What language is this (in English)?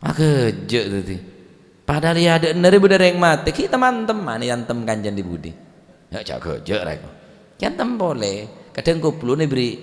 Madurese